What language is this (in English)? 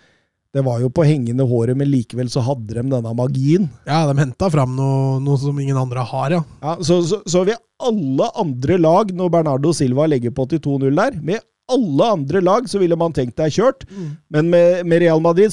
Norwegian